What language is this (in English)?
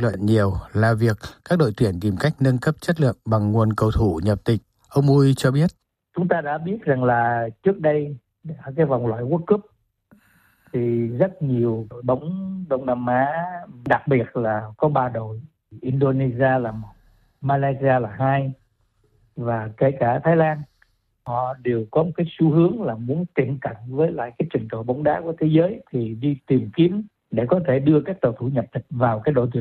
Vietnamese